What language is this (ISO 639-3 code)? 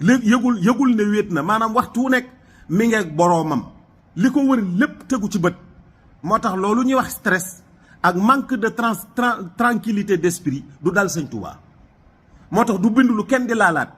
wol